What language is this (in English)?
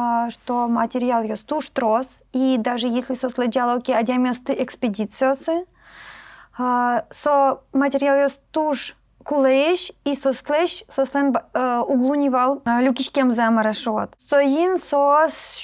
Udmurt